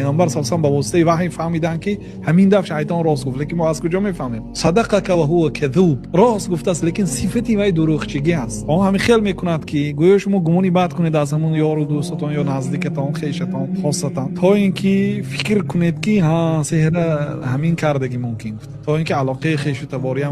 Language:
Tajik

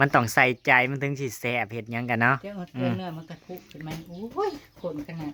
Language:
Northeastern Thai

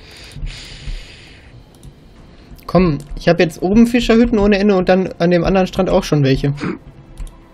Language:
German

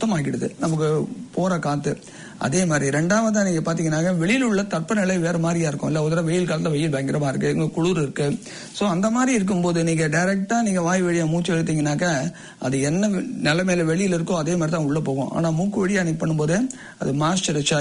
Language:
Tamil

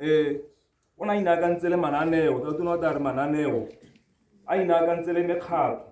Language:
Tswana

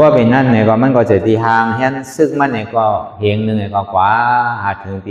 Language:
Shan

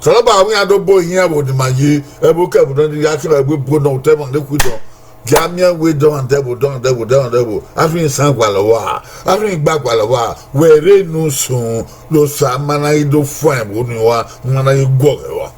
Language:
Bini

